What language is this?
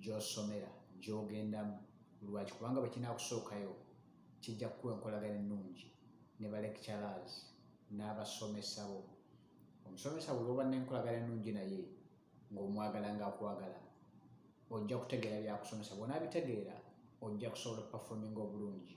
Ganda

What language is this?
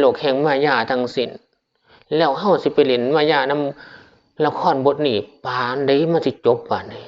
Northeastern Thai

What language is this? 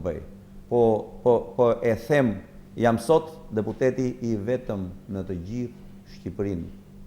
Albanian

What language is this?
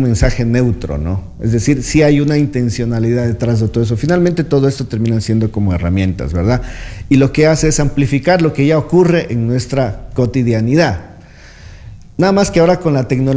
Spanish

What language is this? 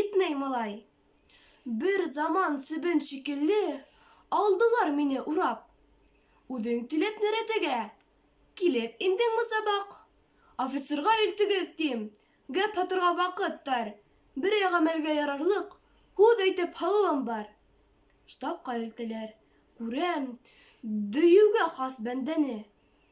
Bashkir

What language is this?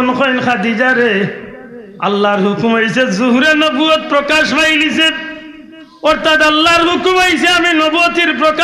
Sylheti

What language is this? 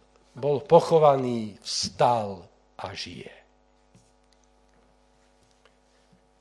Slovak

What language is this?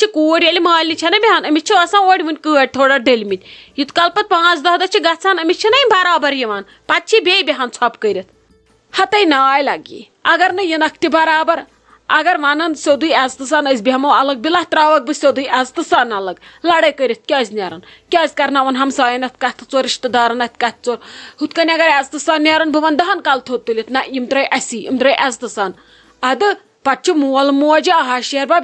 Kashmiri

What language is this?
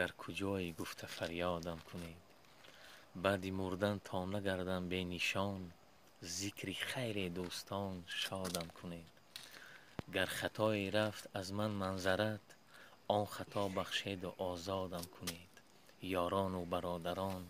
Tajik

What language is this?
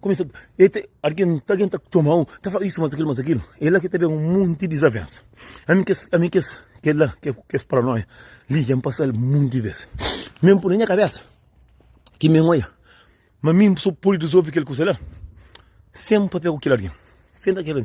Kabuverdianu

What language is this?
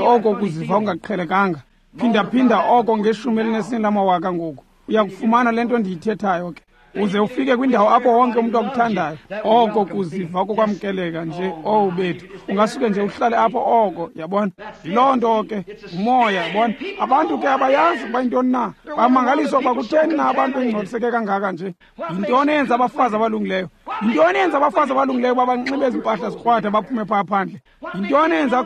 Xhosa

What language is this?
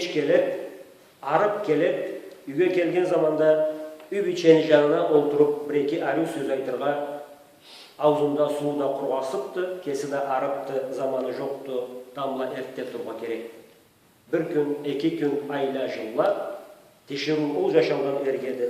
Karachay-Balkar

